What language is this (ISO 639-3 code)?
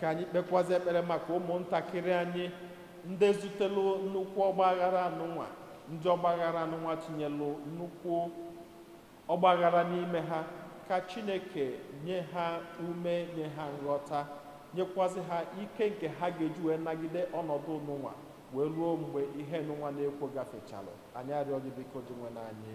ibo